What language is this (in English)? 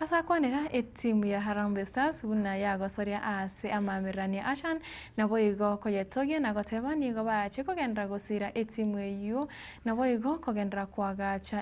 Gusii